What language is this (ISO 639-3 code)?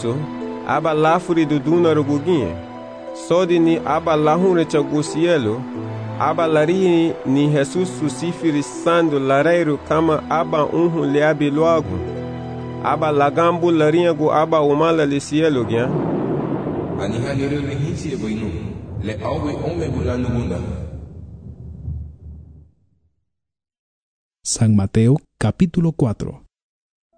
cab